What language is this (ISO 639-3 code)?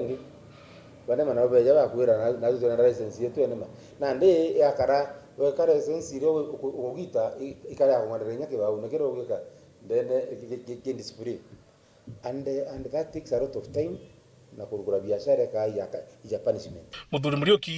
mer